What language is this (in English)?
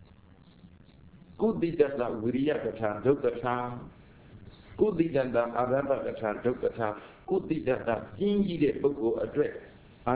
Burmese